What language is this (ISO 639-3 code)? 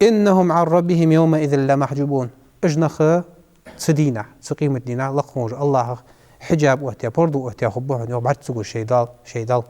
inh